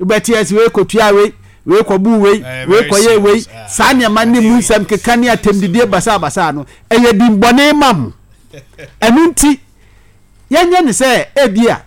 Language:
Akan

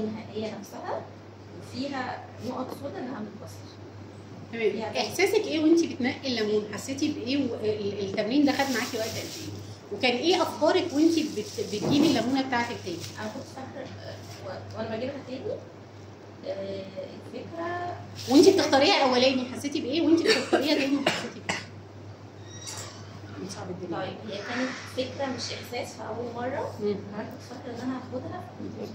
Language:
Egyptian Arabic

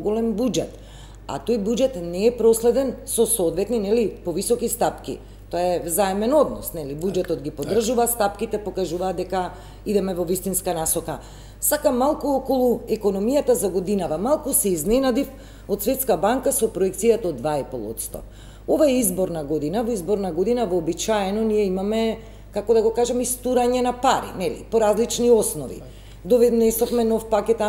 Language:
Macedonian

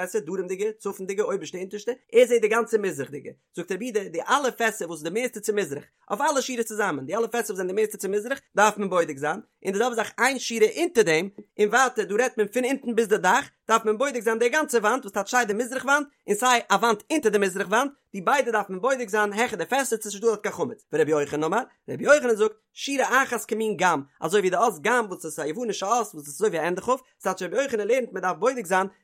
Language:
Yiddish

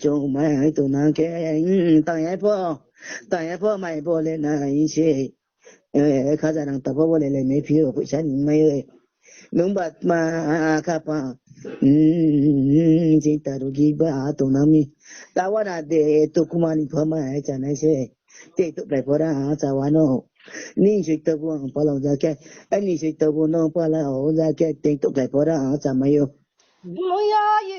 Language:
Riang (India)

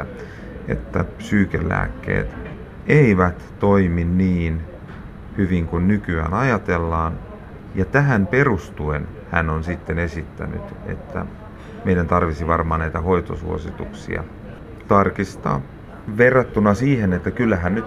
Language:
Finnish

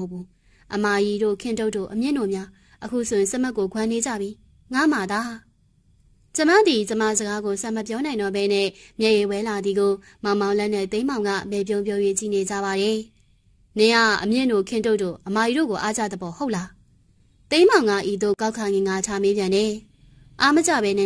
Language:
Burmese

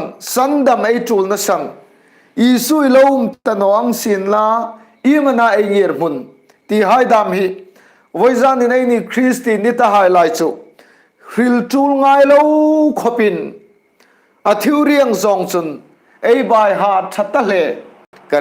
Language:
Hmar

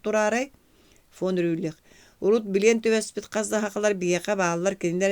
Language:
Yakut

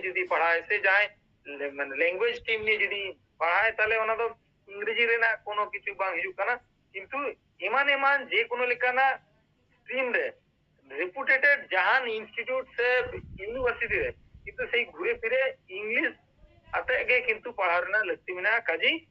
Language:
Santali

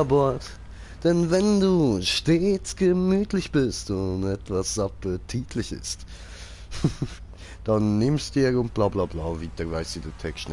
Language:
Swiss German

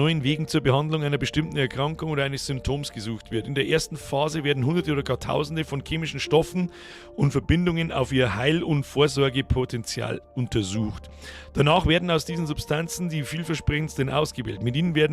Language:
Bavarian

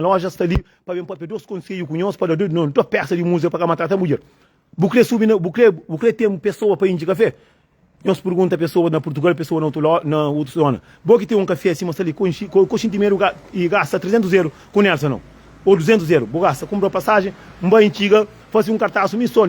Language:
Kabuverdianu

